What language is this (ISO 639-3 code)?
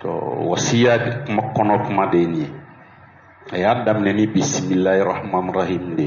bam